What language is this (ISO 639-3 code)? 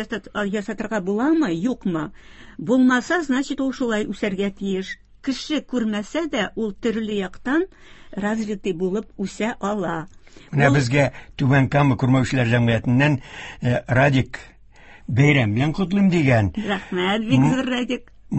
tat